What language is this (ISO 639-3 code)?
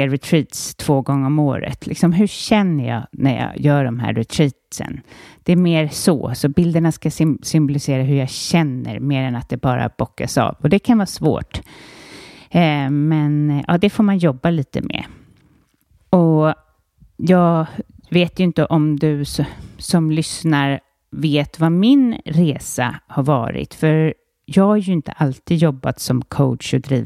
swe